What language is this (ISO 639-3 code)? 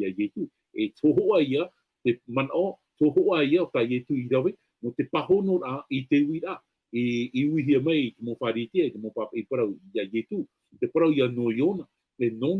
tah